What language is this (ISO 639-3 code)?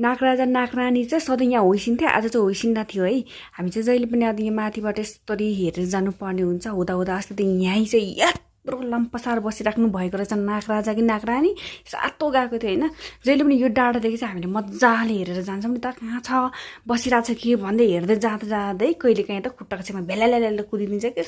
nep